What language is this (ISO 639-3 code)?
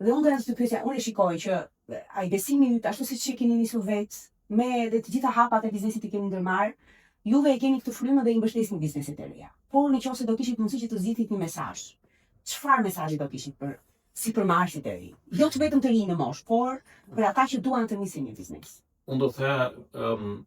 sqi